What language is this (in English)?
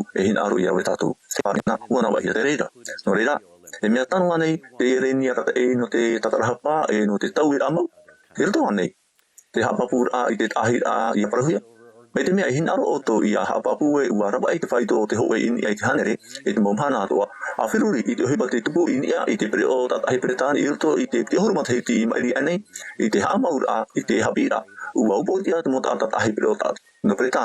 Tahitian